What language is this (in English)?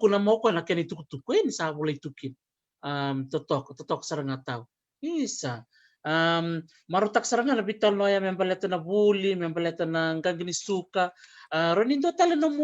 Fijian